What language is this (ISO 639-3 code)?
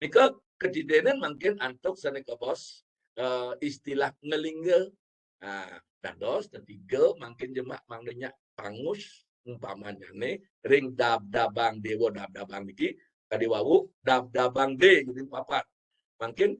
ban